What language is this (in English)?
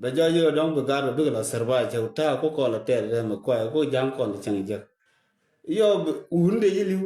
Nuer